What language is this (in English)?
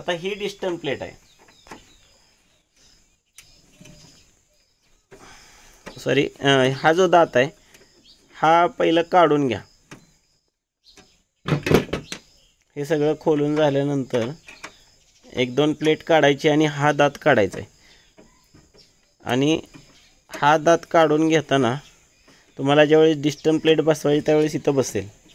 Marathi